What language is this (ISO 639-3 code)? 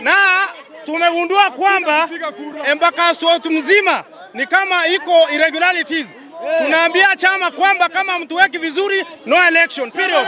guz